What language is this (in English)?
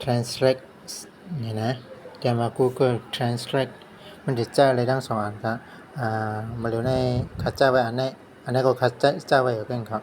Shan